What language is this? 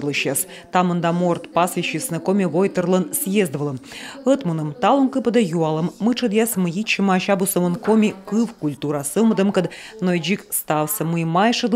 Komi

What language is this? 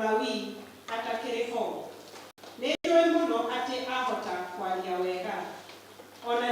Kikuyu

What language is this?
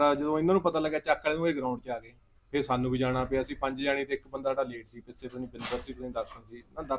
Punjabi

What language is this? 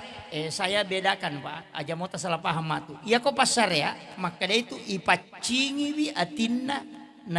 Buginese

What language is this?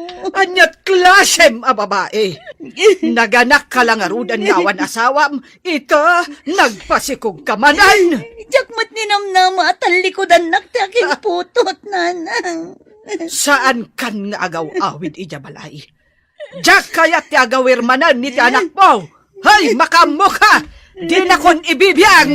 Iloko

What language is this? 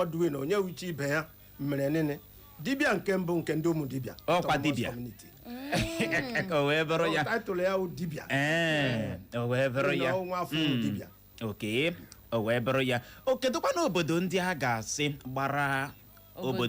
Igbo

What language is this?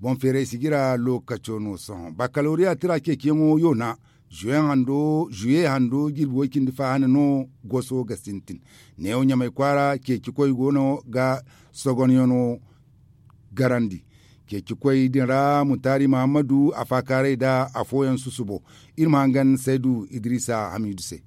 Zarma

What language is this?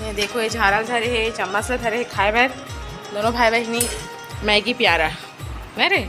Chhattisgarhi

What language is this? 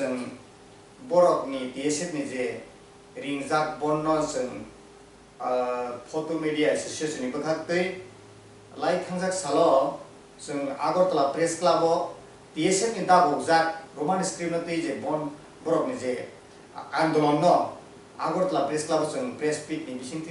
Kok Borok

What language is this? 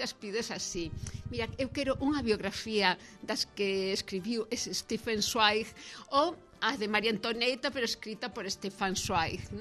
Galician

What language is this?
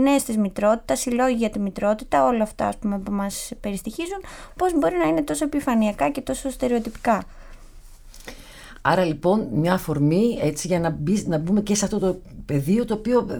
Greek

